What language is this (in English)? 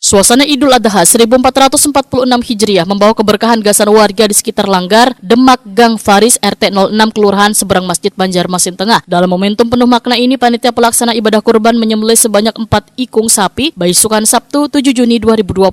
Banjar